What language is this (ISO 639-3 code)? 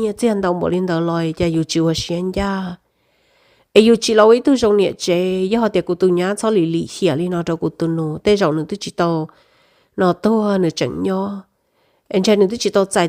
hmn